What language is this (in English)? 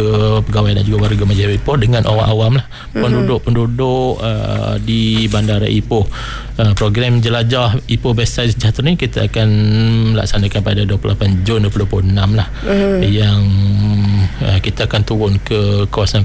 Malay